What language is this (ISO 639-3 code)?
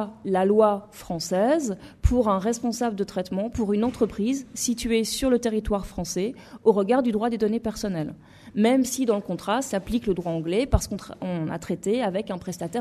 fra